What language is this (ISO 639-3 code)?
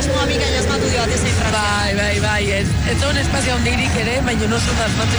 eus